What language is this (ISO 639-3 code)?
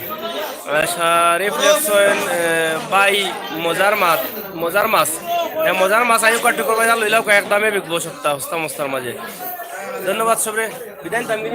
syl